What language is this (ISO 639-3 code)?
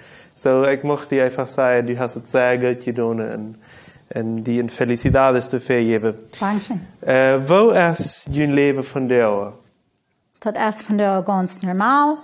pdt